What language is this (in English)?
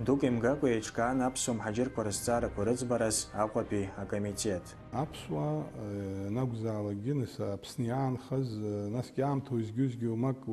Abkhazian